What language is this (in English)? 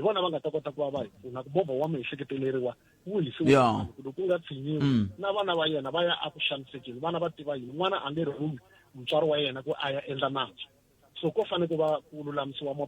Tsonga